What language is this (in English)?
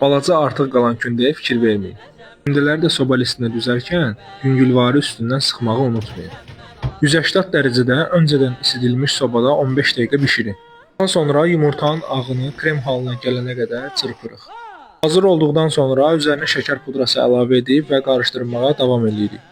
Azerbaijani